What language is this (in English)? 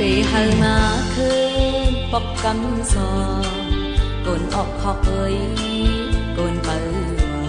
Shan